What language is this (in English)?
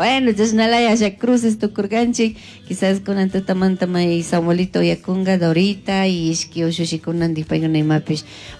Chimborazo Highland Quichua